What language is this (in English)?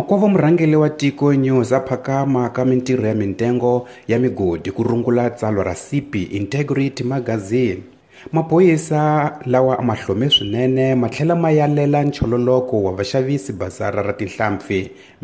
Tsonga